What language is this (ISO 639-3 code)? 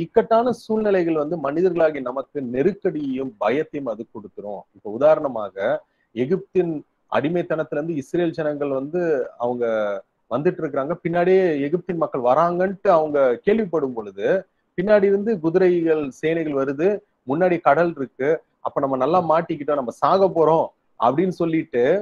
tam